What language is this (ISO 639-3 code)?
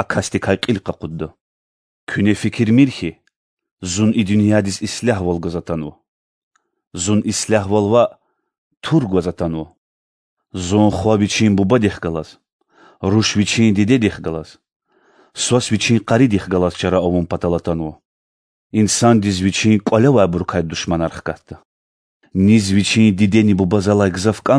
lez